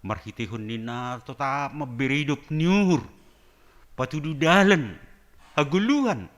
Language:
Batak Simalungun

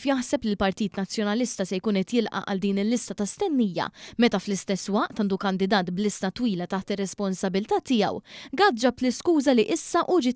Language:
Maltese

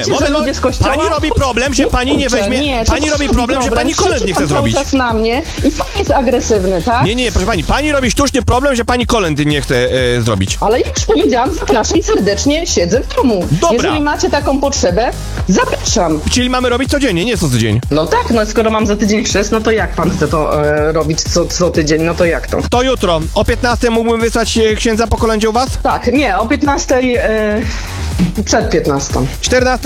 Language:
Polish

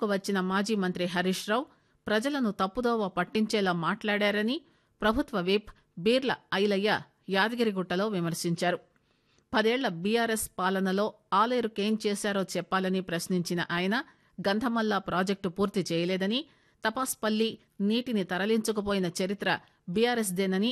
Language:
Telugu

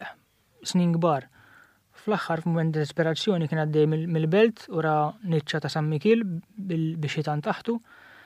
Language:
Maltese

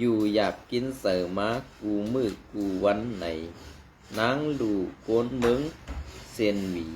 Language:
Shan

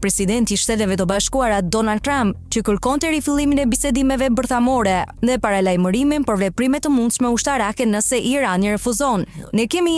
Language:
Albanian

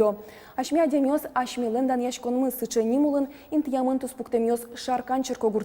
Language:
Udmurt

